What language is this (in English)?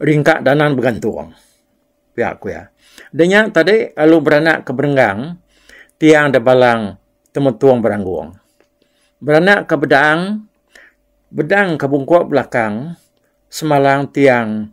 Iban